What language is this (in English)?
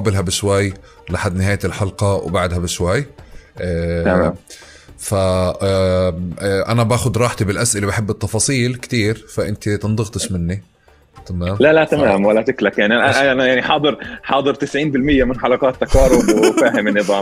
North Levantine Arabic